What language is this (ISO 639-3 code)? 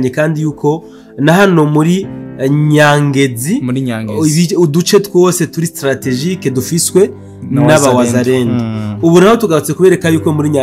run